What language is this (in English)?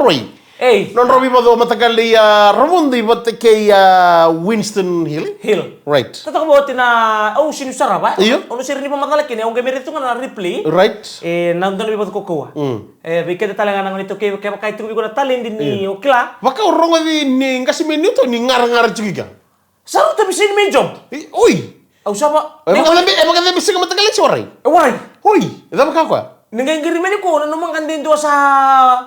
Fijian